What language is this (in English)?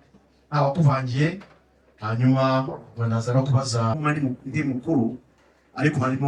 Kinyarwanda